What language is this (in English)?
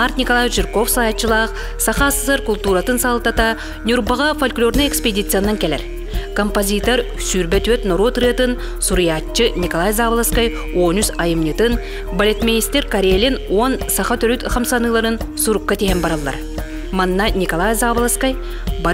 Yakut